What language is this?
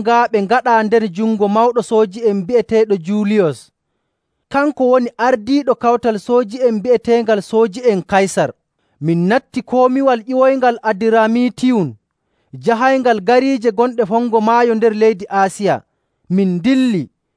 Nigerian Fulfulde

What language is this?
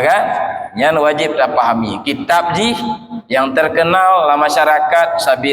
Achinese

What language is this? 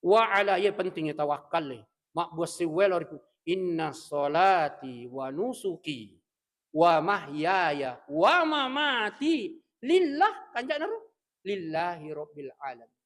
Buginese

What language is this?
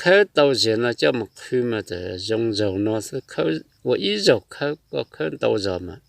Hmong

